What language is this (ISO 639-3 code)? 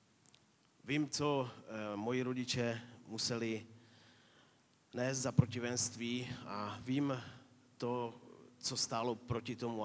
ces